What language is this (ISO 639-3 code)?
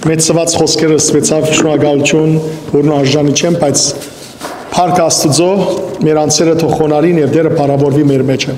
hyw